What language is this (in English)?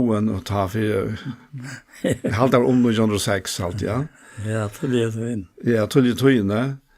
Faroese